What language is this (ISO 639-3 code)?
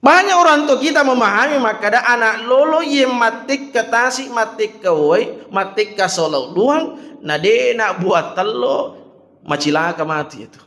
bug